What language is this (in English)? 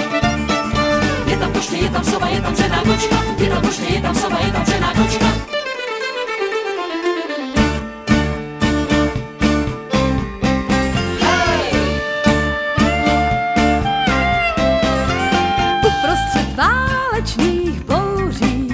Czech